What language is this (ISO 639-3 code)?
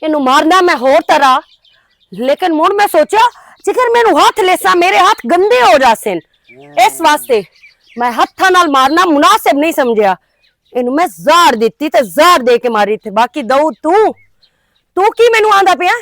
lah